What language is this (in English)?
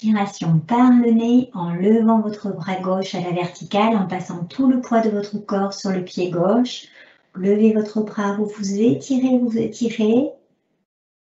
French